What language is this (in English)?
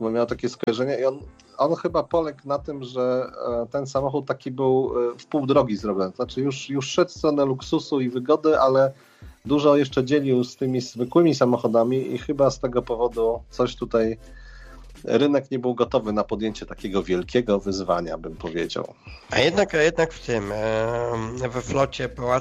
Polish